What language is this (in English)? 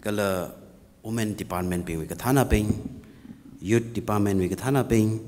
Tangkhul Naga (India)